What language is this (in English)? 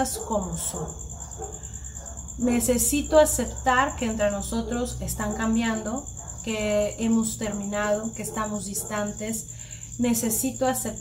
Spanish